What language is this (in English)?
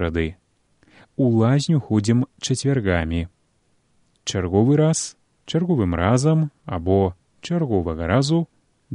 Belarusian